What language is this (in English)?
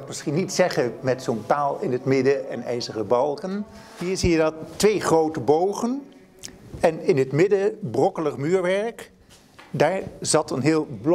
Dutch